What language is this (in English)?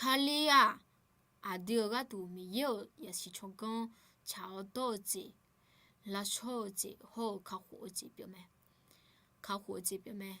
Akha